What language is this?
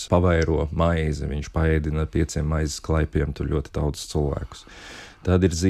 Latvian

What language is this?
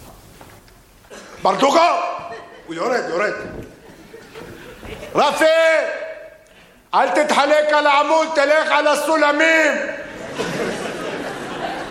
Hebrew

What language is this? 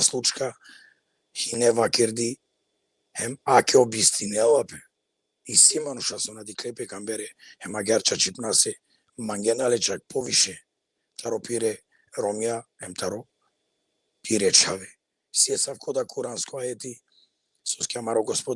Balkan Romani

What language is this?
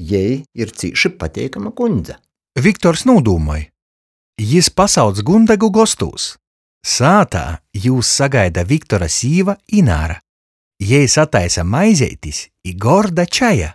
Latgalian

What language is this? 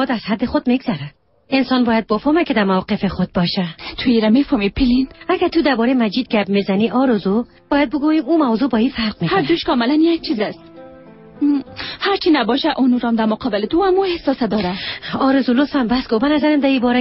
Persian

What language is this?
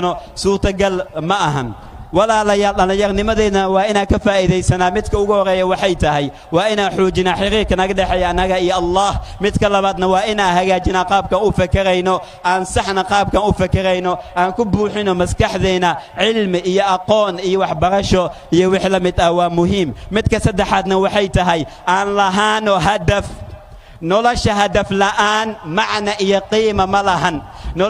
Somali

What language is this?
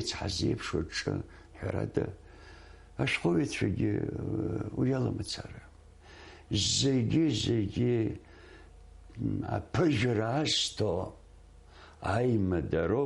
Abkhazian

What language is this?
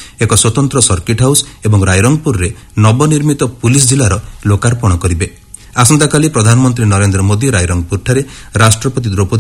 Odia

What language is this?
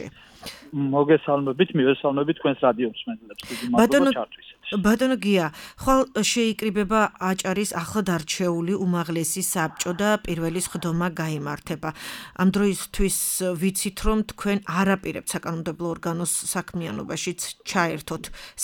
Georgian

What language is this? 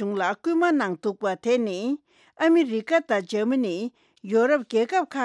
Tibetan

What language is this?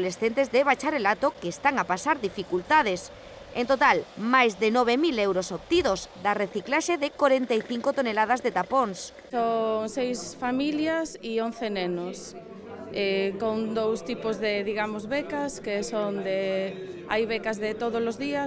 Galician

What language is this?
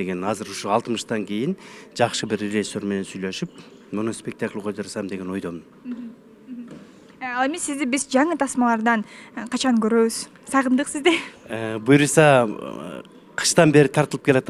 Kyrgyz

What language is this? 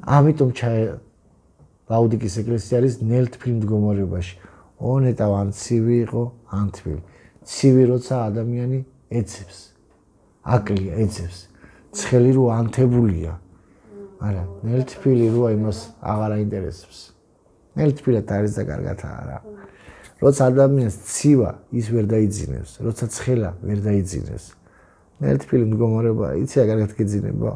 Georgian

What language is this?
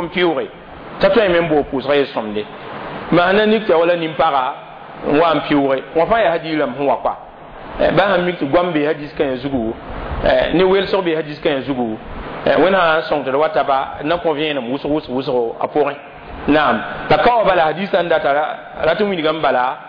Mossi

